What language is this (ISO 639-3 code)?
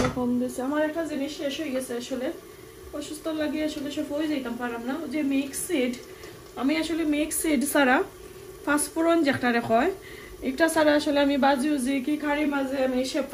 syl